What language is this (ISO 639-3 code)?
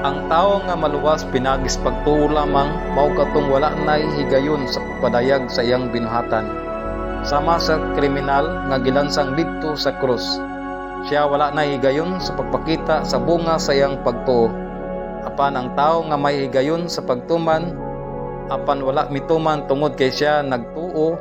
ceb